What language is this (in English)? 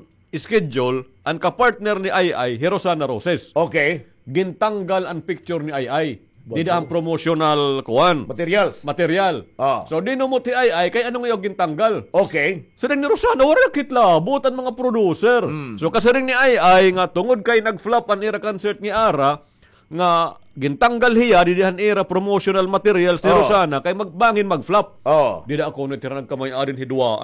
Waray